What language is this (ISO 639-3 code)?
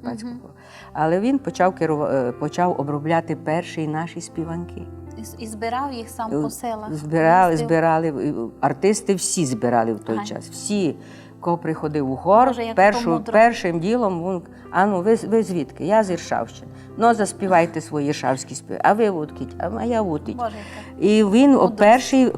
rue